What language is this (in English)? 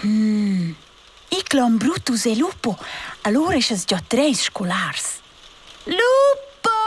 Romansh